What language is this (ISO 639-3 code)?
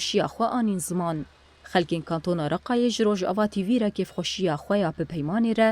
kur